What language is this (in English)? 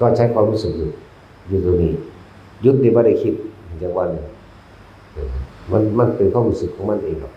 Northeastern Thai